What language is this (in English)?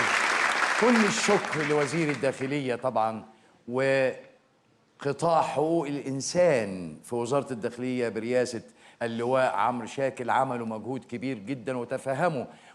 Egyptian Arabic